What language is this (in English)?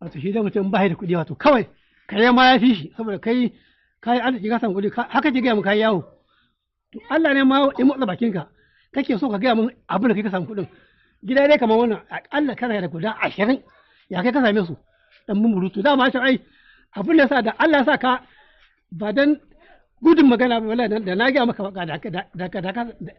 Hausa